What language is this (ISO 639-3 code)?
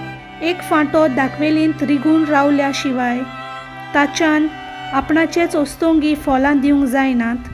kok